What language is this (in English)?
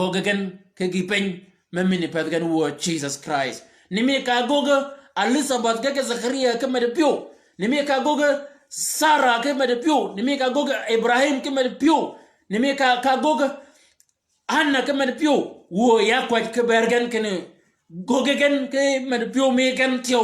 Shilluk